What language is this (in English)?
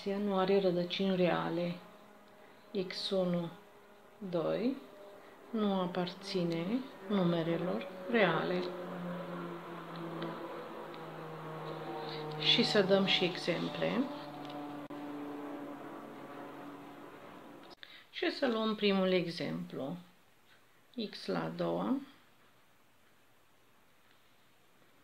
Romanian